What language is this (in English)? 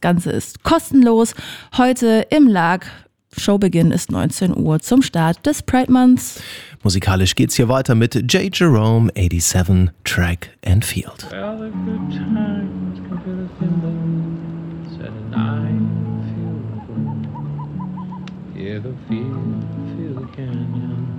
German